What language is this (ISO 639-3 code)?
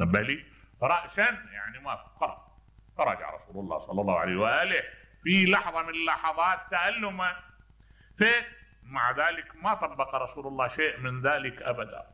acm